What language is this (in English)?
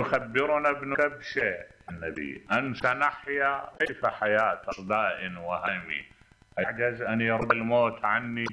Mesopotamian Arabic